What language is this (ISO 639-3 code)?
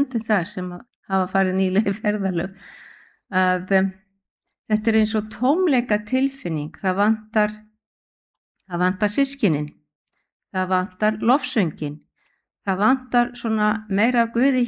isl